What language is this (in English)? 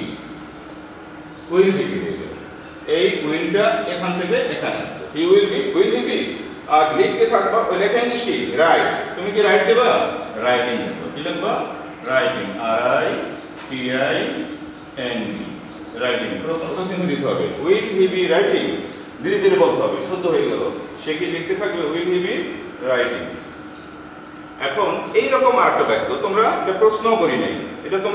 Bangla